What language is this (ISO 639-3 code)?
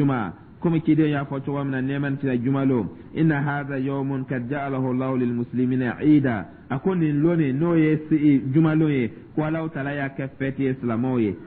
dyu